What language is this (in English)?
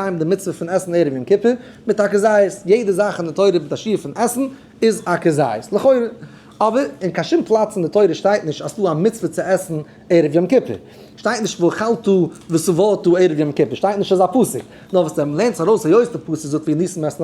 Yiddish